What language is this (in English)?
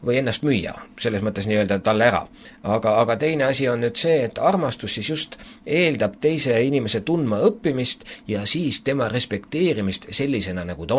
Estonian